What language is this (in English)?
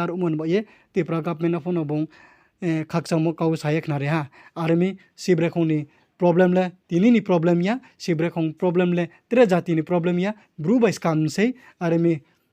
Riang (India)